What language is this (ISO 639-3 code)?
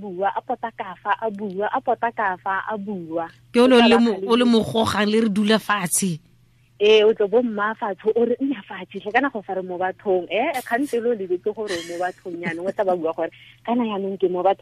tsn